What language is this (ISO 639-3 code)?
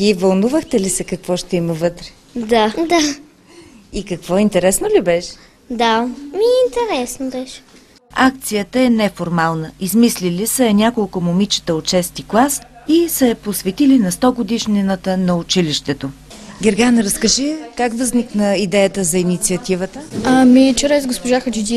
bul